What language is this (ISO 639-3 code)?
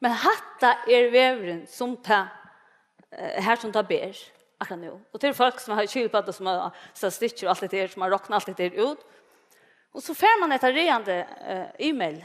fao